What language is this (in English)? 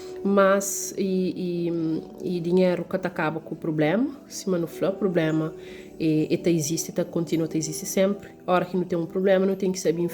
Kabuverdianu